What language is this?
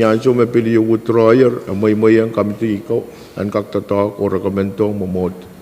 Pohnpeian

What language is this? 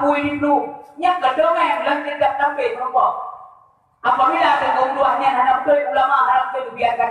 Achinese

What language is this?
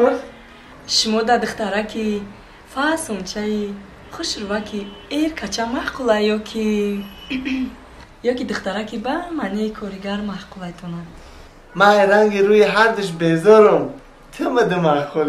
Tajik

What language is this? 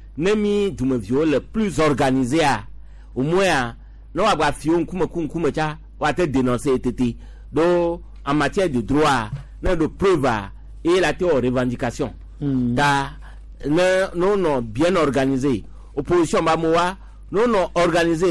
Gen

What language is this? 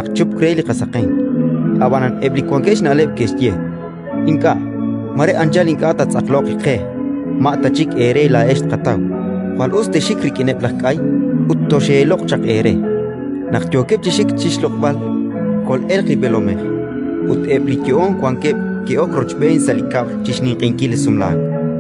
Kekchí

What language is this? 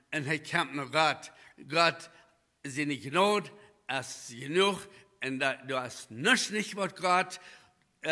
Plautdietsch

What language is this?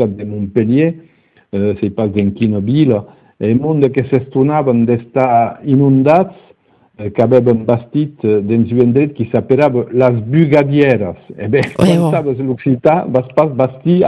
Occitan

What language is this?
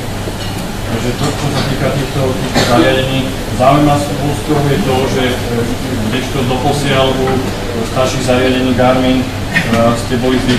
Slovak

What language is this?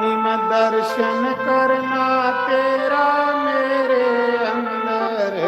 Dogri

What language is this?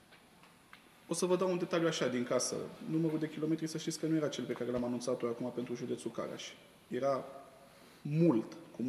Romanian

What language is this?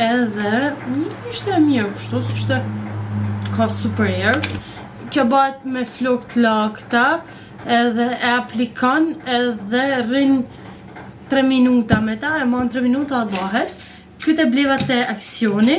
Albanian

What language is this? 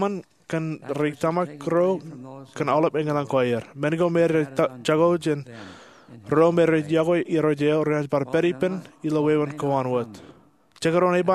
Marshallese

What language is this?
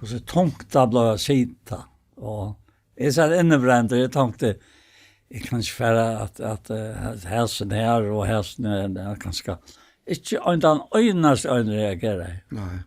Faroese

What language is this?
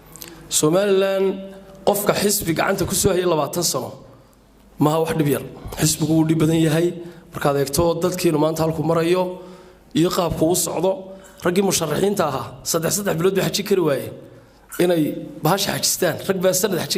Somali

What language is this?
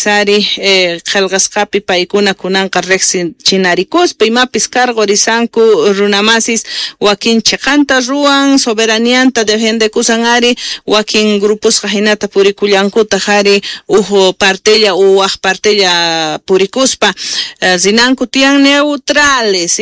South Bolivian Quechua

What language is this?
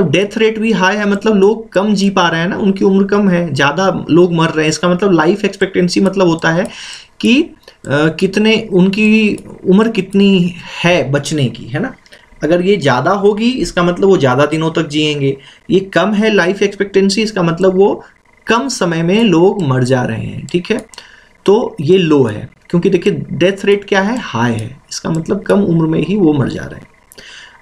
Hindi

